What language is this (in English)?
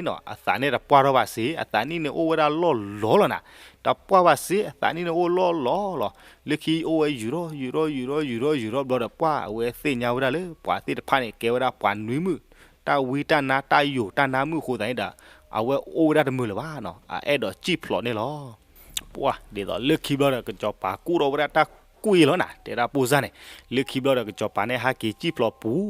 S'gaw Karen